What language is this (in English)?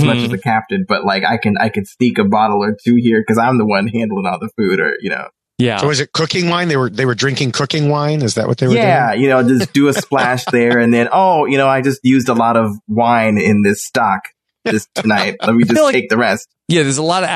English